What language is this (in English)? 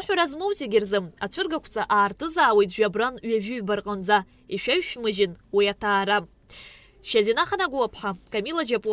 Abkhazian